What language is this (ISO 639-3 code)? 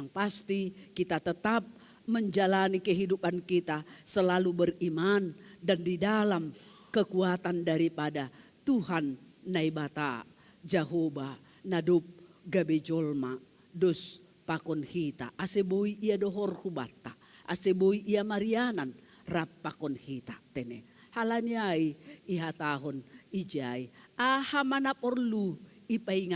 bts